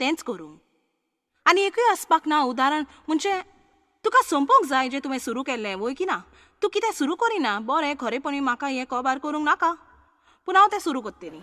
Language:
Konkani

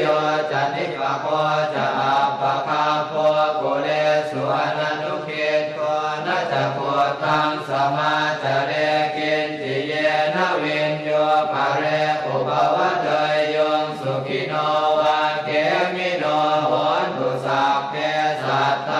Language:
Pali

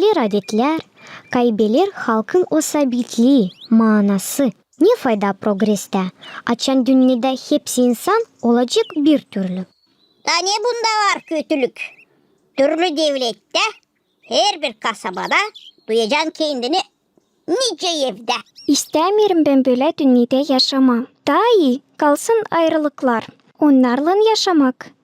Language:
Gagauz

